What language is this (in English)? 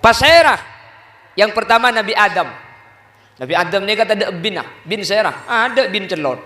Madurese